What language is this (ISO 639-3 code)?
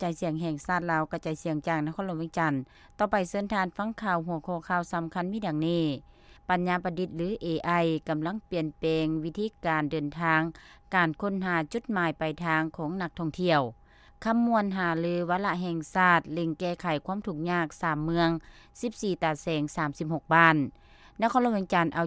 lao